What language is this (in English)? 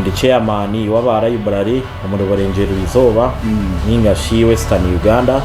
Nyankole